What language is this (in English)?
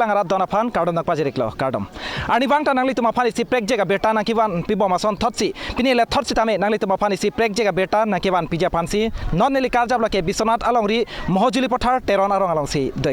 Karbi